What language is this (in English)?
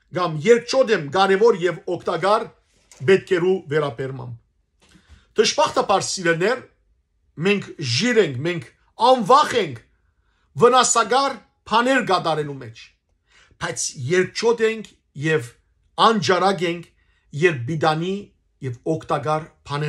Western Armenian